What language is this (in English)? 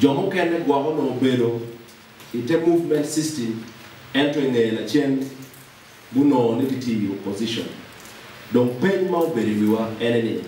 Acoli